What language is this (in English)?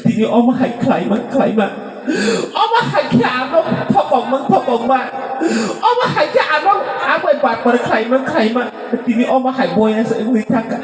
Kok Borok